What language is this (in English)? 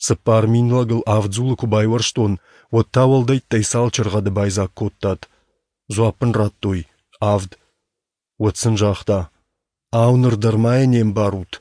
Ossetic